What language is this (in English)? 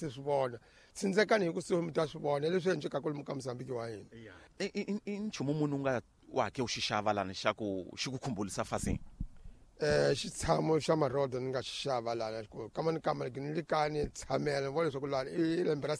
Tsonga